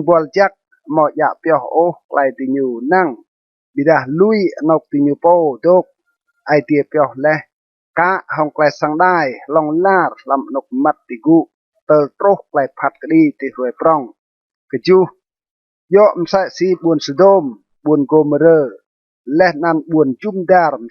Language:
Rade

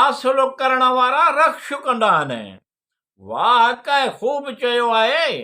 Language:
Sindhi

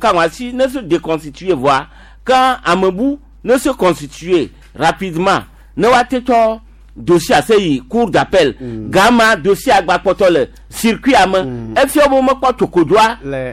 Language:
Gen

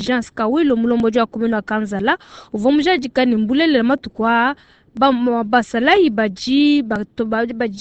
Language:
Luba-Lulua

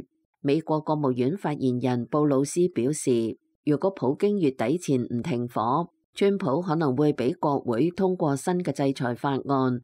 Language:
Cantonese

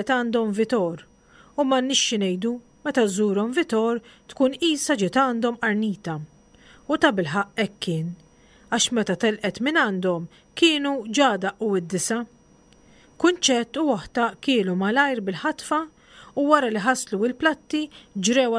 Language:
Maltese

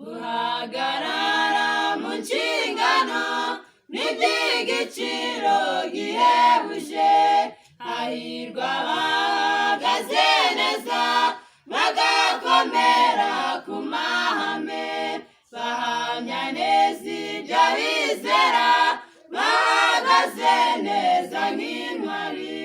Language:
Kinyarwanda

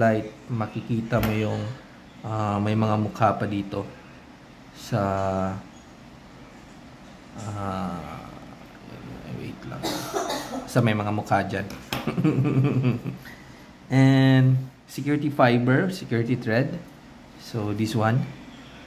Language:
Filipino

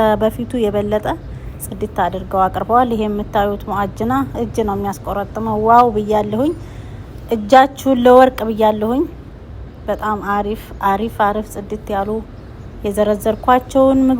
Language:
Amharic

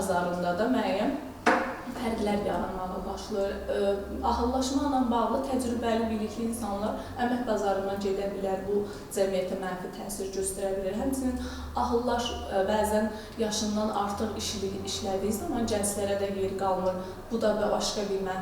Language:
Azerbaijani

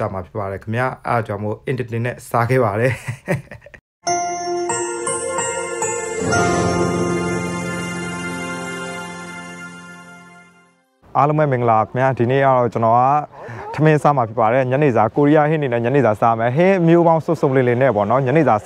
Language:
Burmese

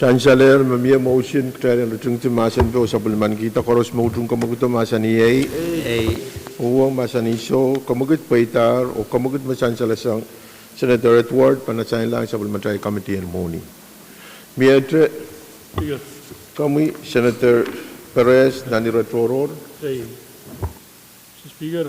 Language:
Pohnpeian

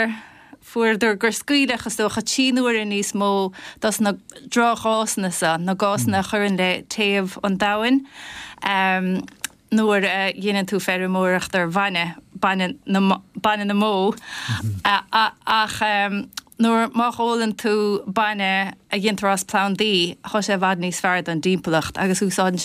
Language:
Irish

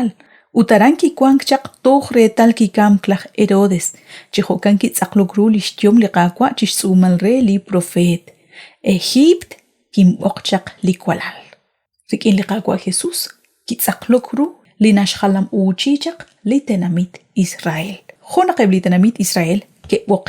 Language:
Kekchí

